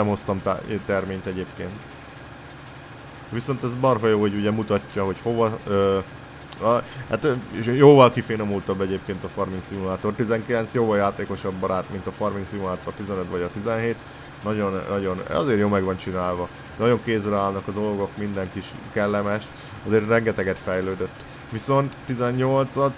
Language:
Hungarian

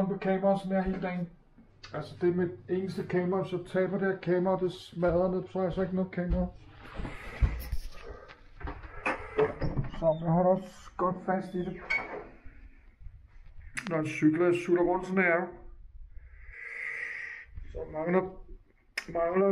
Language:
Danish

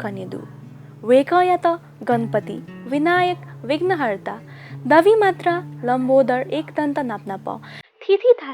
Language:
Newari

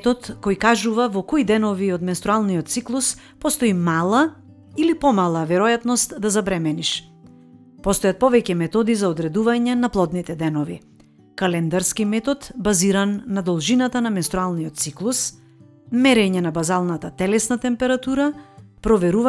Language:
Macedonian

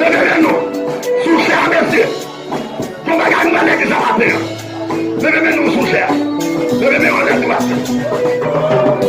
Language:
Haitian Creole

